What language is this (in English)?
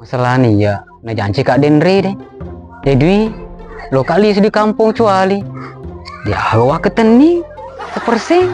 Buginese